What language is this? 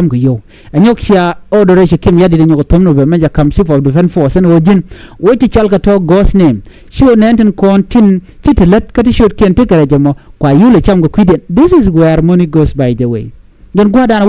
Nuer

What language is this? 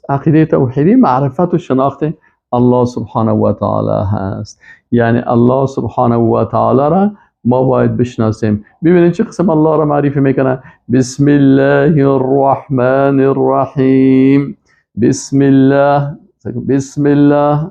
Persian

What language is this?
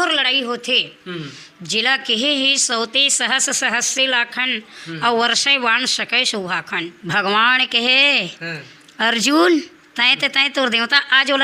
Chhattisgarhi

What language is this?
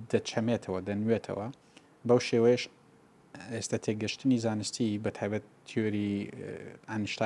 Central Kurdish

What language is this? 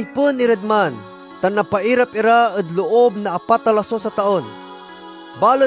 Pangasinan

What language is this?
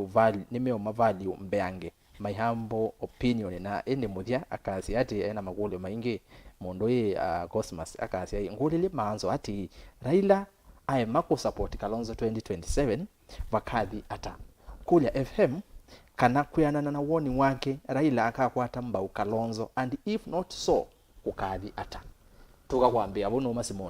Kamba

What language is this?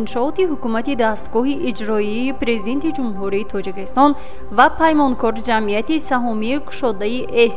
Tajik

